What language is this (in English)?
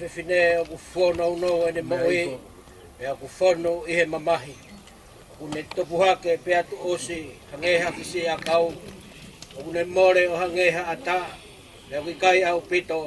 Tongan